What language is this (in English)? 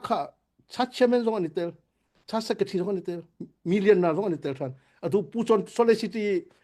Hakha Chin